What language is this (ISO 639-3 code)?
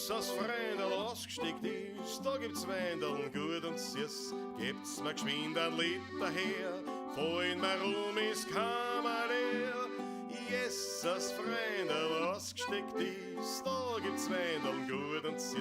bar